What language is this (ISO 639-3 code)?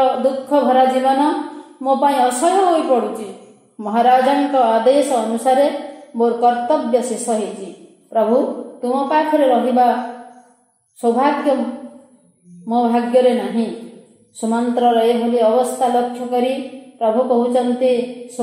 ori